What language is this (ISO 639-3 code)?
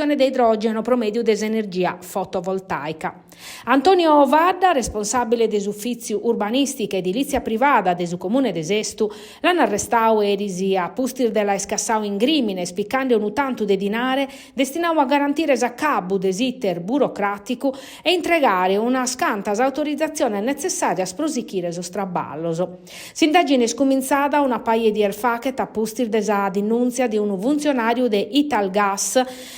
srd